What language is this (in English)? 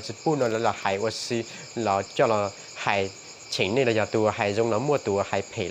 Hmong